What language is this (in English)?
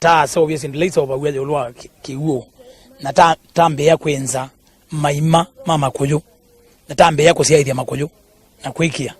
Kamba